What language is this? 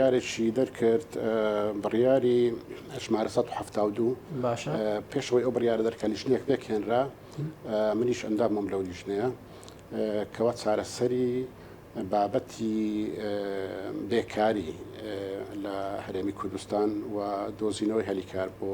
Central Kurdish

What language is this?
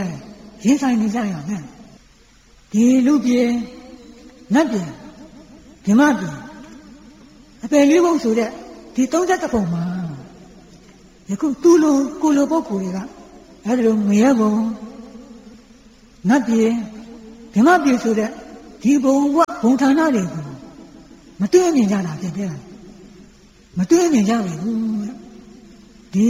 Burmese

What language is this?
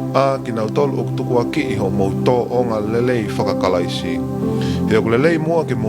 Tongan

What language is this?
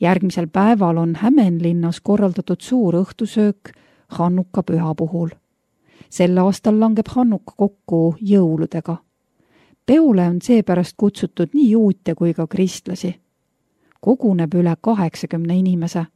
Estonian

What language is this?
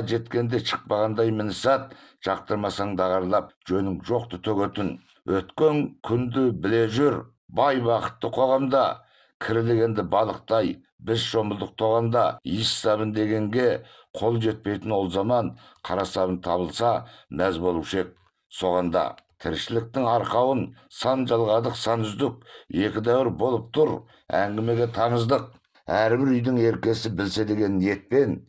Kazakh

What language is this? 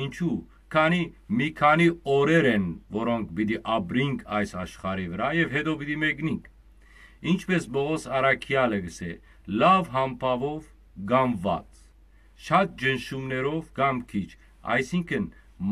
Western Armenian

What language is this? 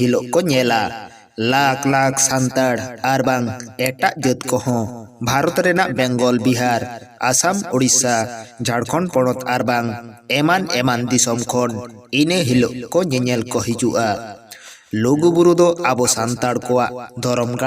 Santali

